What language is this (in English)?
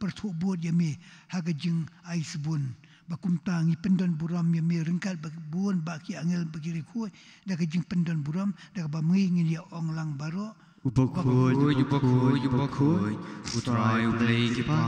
Khasi